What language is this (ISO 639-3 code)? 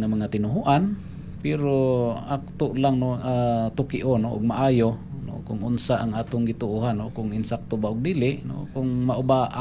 ceb